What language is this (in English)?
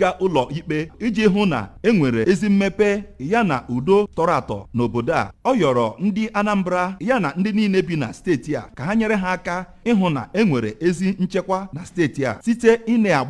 Igbo